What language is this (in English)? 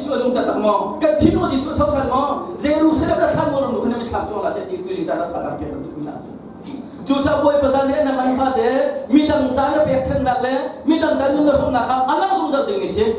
Hakha Chin